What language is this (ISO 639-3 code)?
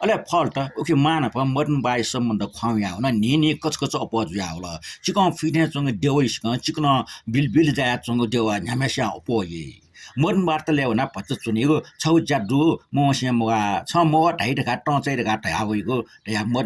new